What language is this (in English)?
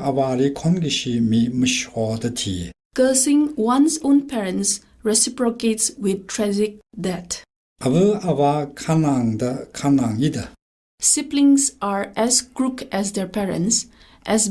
Tangkhul Naga (India)